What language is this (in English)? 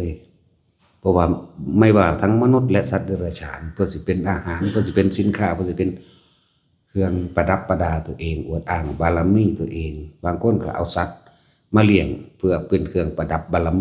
Northeastern Thai